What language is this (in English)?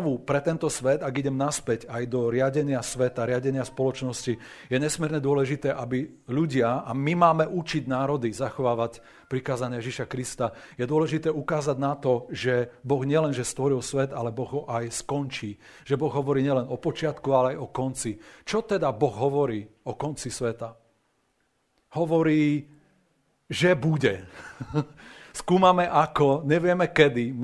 Slovak